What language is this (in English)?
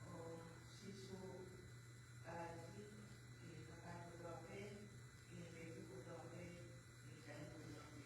Tongan